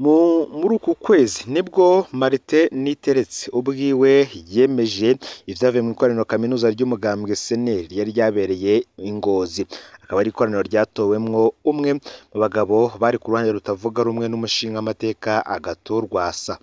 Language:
Rundi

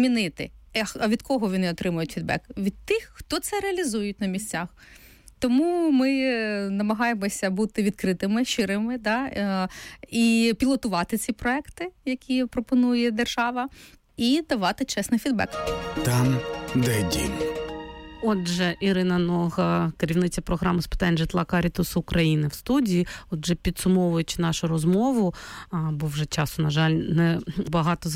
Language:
Ukrainian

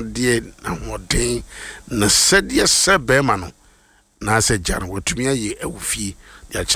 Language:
Akan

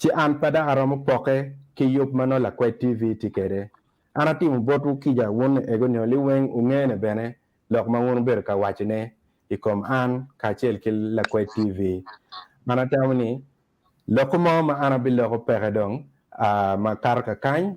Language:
Acoli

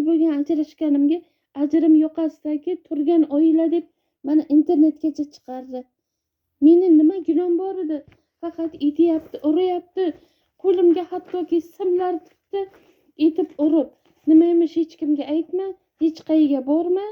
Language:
Uzbek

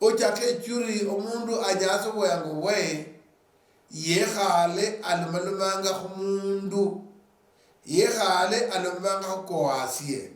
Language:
Luyia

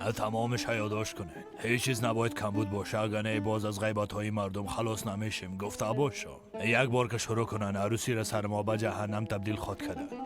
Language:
Persian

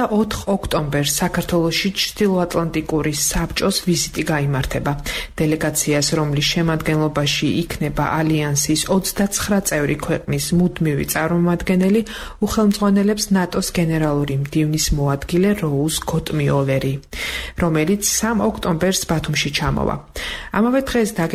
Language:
Georgian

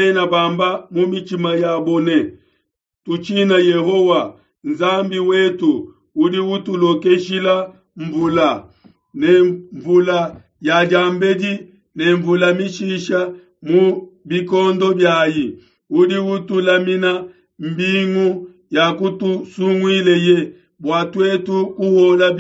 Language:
Luba-Lulua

